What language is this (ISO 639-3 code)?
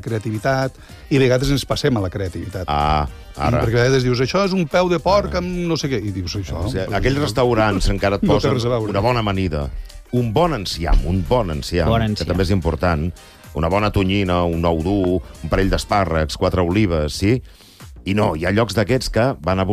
cat